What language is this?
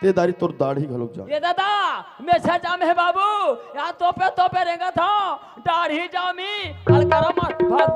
Chhattisgarhi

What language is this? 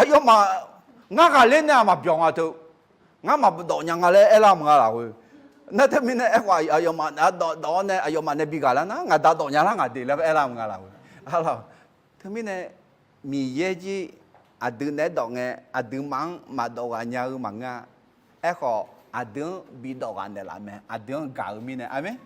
Akha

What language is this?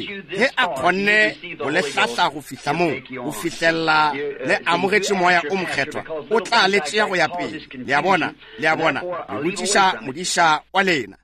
Northern Sotho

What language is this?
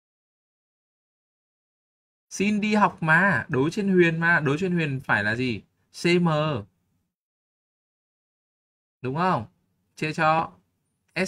Vietnamese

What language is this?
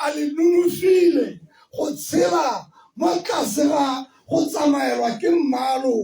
Tswana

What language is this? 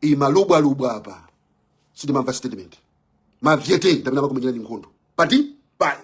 Nyanja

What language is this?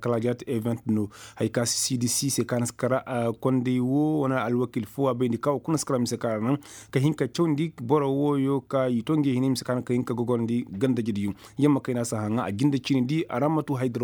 Koyraboro Senni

